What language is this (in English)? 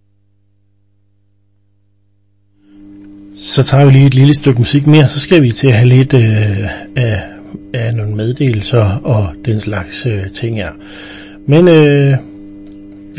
Danish